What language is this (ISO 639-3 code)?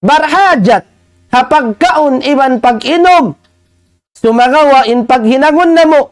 tsg